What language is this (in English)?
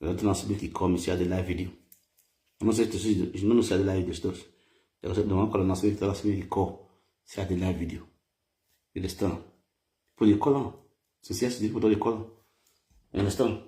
Nigerian Pidgin